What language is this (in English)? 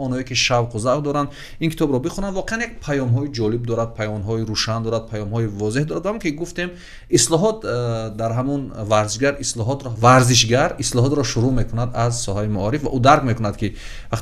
Tajik